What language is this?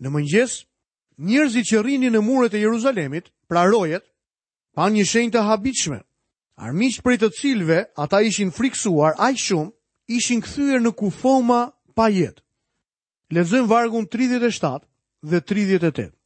Albanian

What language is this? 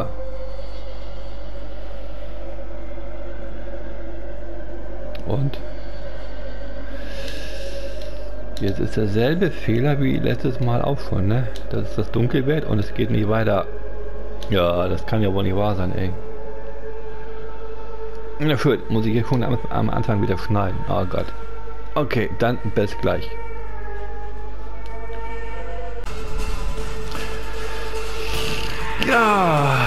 German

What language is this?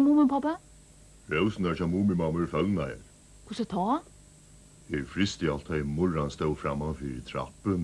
Faroese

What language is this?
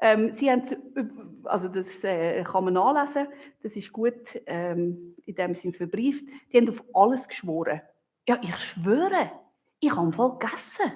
Swiss German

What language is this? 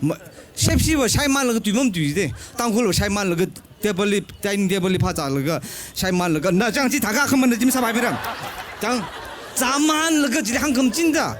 Tangkhul Naga (India)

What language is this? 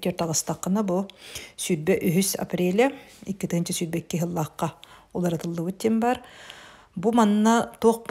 Yakut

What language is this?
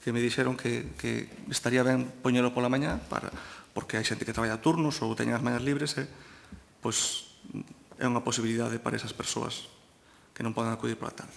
Galician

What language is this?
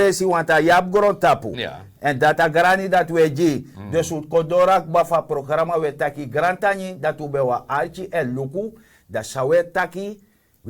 Sranan Tongo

